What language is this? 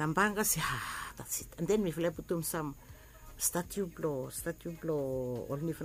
Bislama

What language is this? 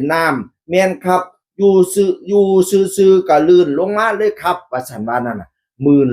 Northeastern Thai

